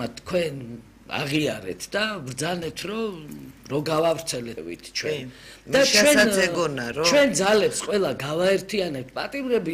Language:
Georgian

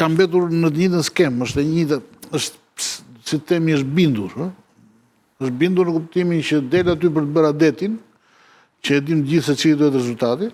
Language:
Albanian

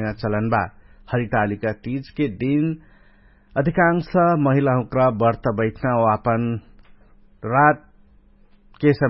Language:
Dangaura Tharu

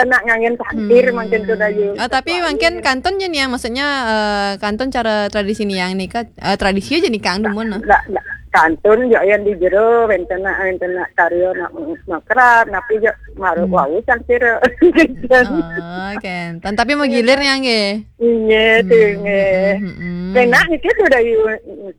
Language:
Balinese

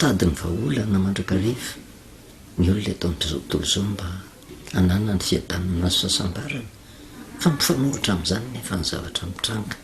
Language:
Malagasy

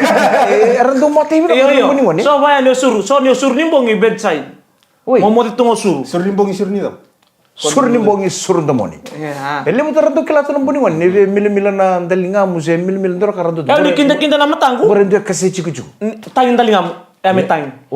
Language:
Fijian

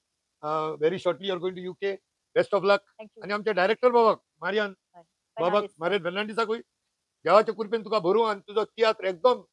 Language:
Konkani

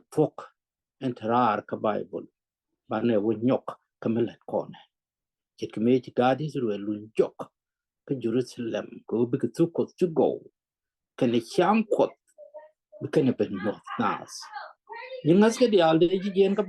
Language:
Nuer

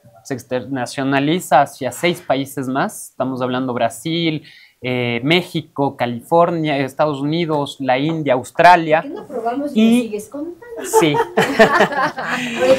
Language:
Spanish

